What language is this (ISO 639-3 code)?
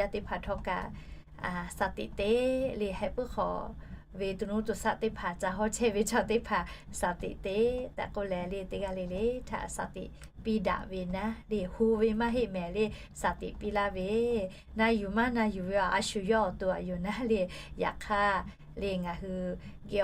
lhu